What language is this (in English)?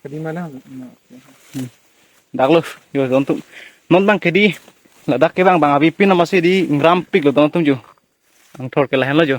Karbi